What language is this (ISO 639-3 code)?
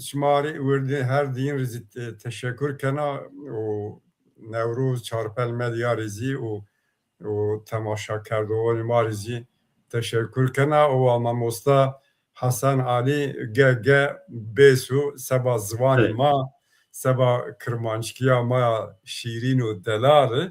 zza